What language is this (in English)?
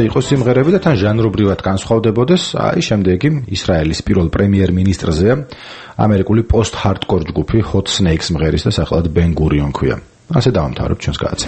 Georgian